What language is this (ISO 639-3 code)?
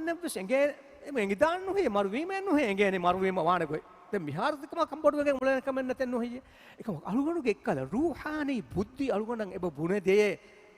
div